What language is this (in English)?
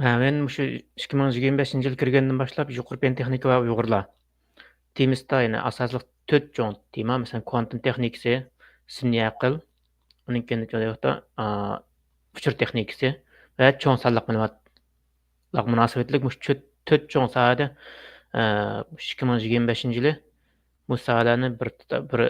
Uyghur